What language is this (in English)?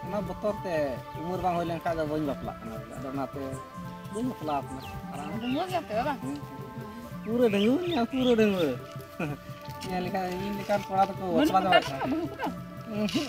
Santali